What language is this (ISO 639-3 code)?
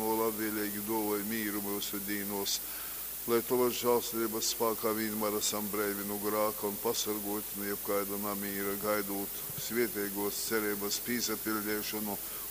ltg